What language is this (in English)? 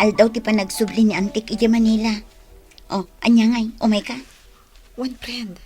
Iloko